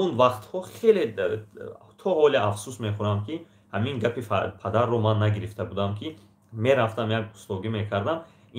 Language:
Tajik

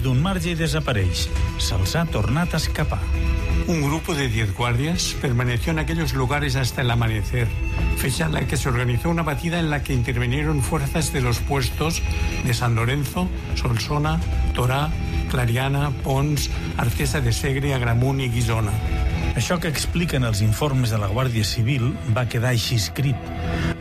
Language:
Catalan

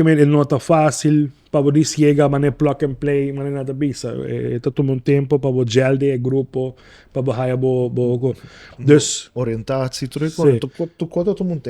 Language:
Papiamento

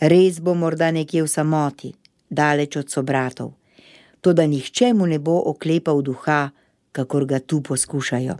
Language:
Slovenian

